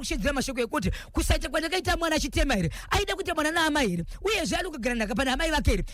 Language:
Shona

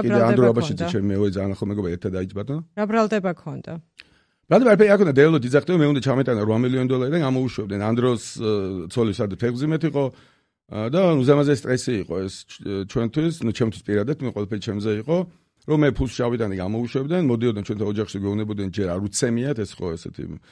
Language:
Georgian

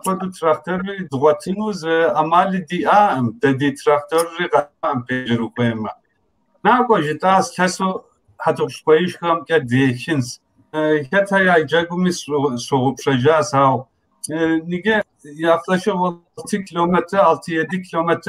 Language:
Kabardian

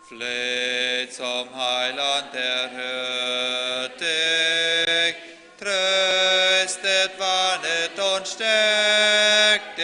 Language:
Plautdietsch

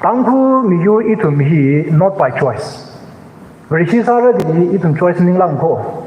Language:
Tangkhul Naga (India)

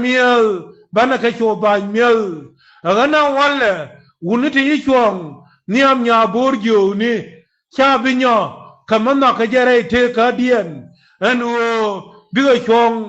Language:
Nuer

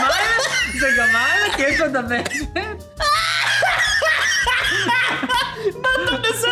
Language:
Hebrew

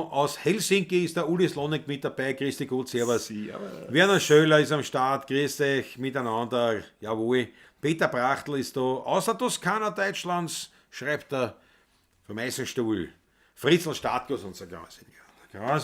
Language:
Bavarian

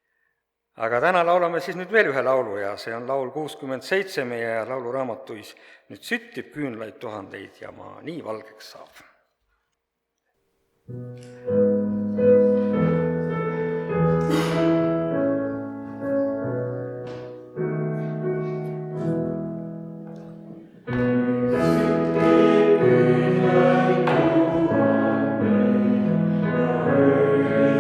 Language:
Estonian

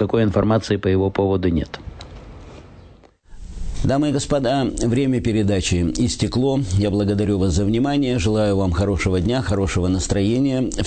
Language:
Russian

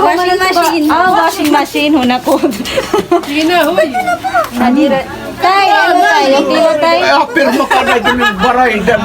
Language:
Waray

